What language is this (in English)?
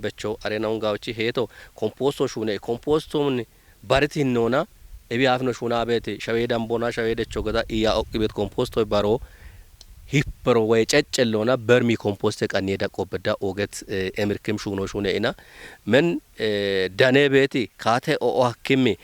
Kafa